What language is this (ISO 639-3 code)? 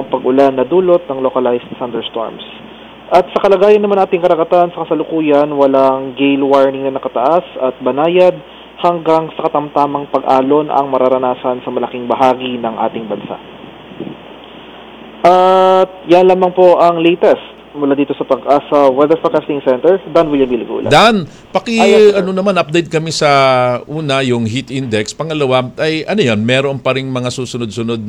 fil